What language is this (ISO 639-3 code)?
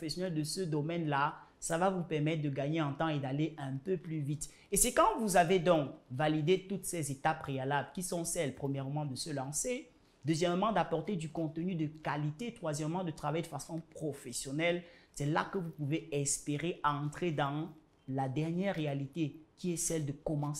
fra